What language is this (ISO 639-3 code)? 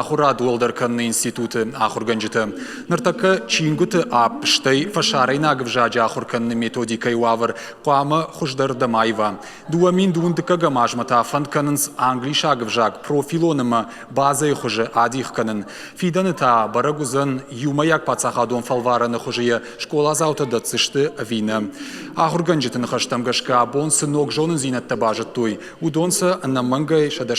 oss